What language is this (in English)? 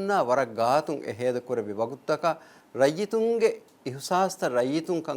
Divehi